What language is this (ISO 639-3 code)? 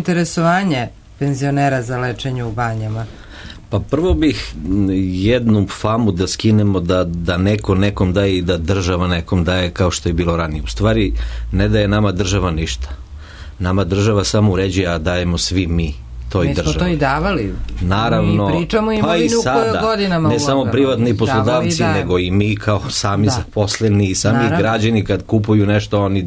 srp